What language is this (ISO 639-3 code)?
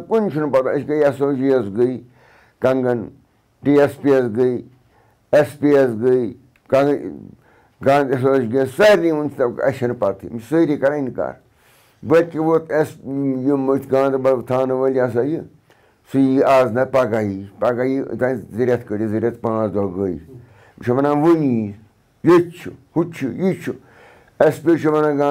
kas